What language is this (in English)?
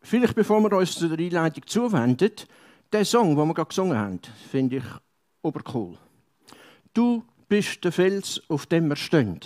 Swiss German